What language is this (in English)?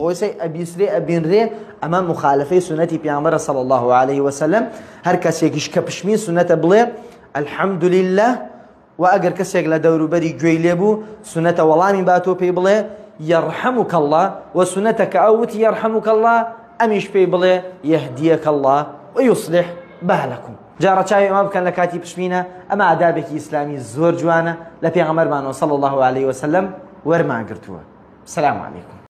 Central Kurdish